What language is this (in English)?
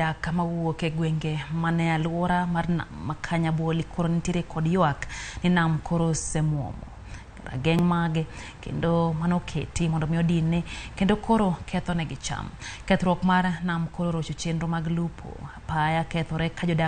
Luo (Kenya and Tanzania)